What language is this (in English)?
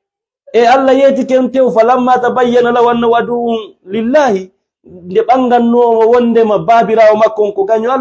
Fula